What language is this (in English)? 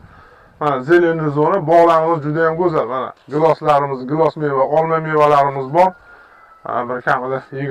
Uzbek